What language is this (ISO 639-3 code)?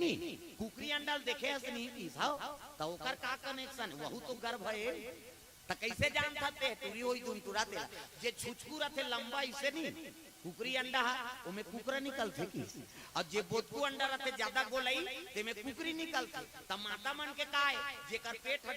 hne